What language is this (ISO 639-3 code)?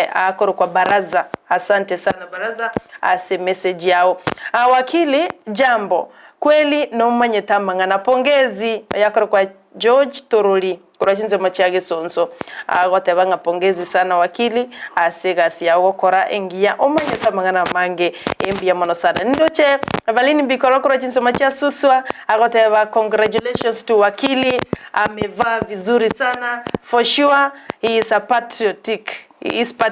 guz